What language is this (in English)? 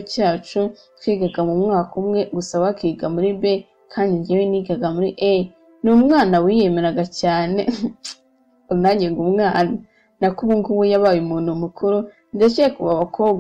Kinyarwanda